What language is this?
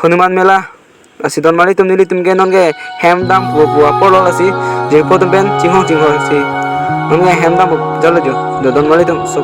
Karbi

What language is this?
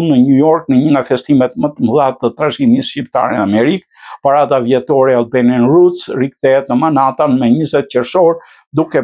Albanian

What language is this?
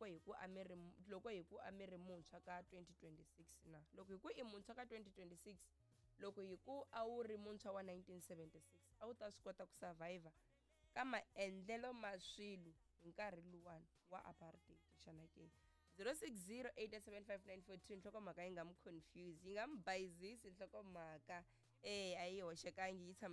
Tsonga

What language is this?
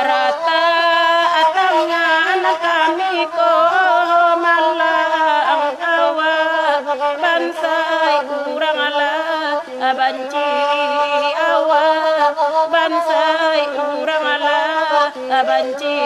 Minangkabau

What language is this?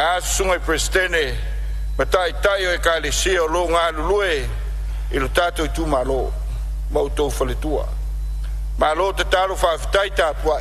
Samoan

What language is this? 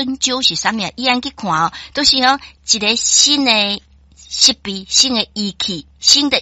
Min Nan Chinese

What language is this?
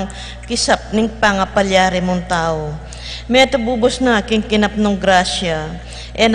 Pampanga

